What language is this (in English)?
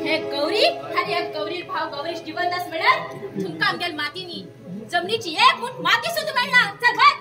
Konkani